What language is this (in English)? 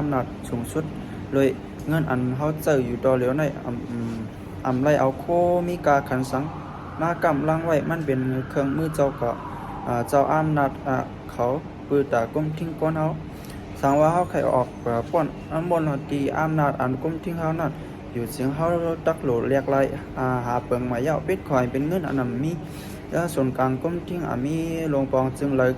Shan